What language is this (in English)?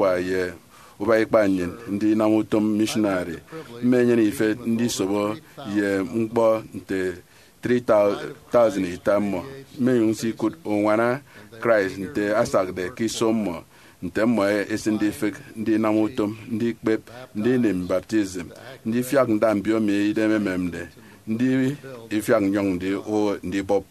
Efik